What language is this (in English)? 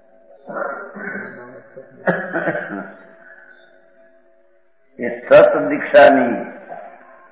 Gujarati